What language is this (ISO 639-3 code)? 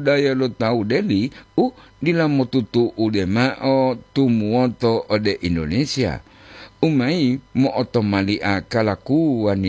gor